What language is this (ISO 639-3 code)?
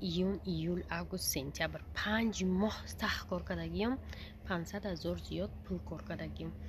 tgk